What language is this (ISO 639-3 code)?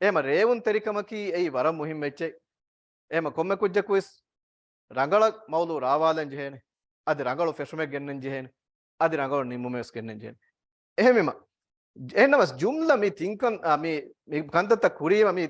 div